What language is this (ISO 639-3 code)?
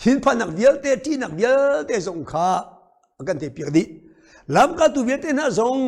cnh